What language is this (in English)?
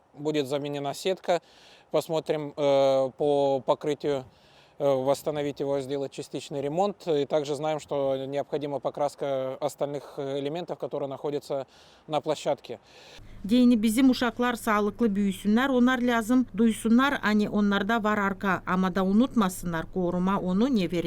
Gagauz